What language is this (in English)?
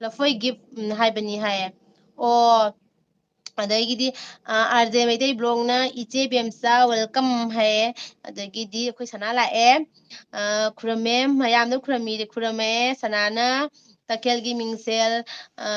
Manipuri